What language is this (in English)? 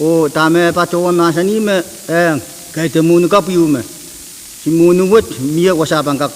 Pohnpeian